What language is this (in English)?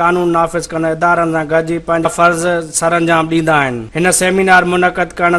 Sindhi